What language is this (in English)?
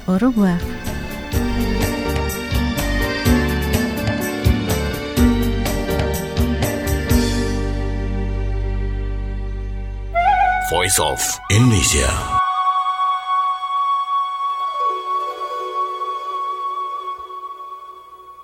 French